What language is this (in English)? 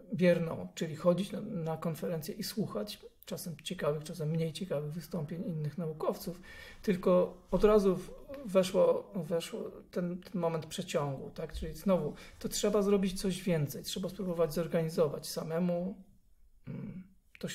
Polish